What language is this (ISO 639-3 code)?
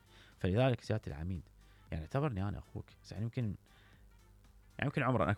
acm